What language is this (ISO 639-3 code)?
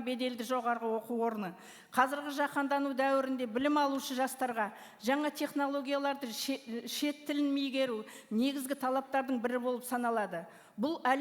kaz